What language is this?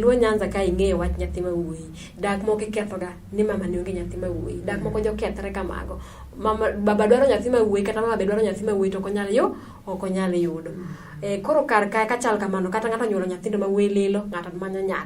Luo (Kenya and Tanzania)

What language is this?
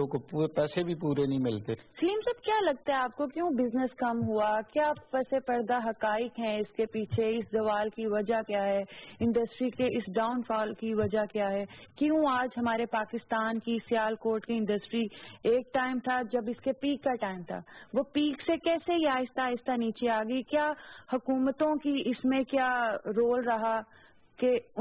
Urdu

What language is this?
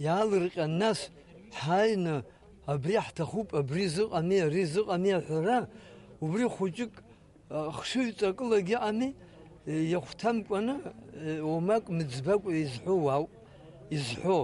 Abkhazian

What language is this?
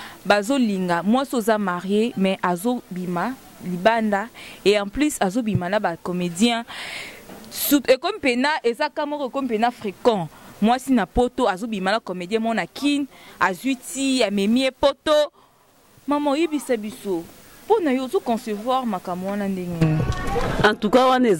Lingala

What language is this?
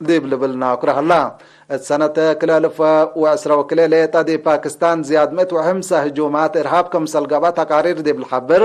Tigre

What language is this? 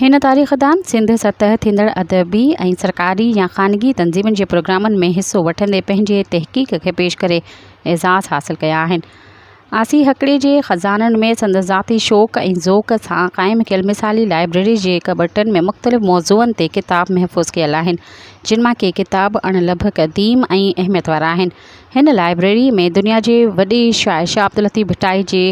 Sindhi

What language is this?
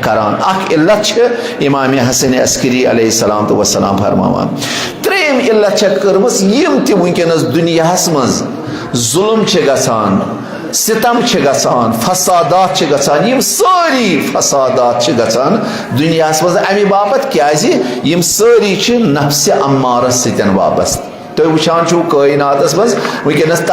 Kashmiri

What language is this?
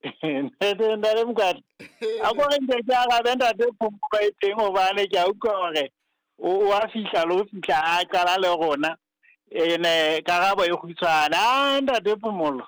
Southern Sotho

